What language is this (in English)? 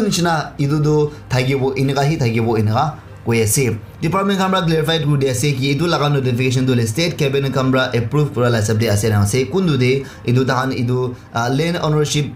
Naga Pidgin